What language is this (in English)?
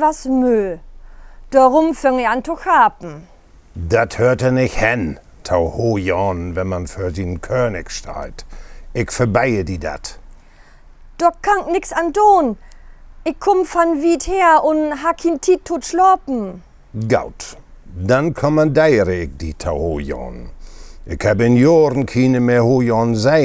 Low German